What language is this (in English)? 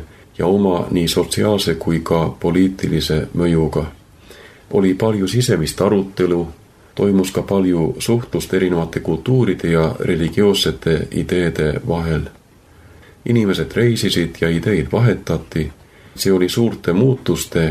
Estonian